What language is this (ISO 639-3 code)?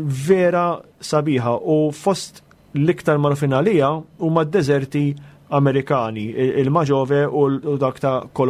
mlt